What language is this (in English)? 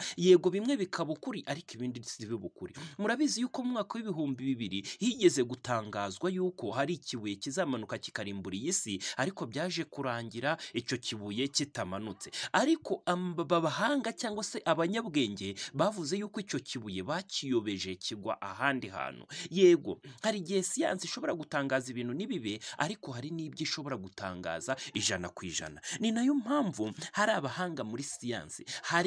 Kinyarwanda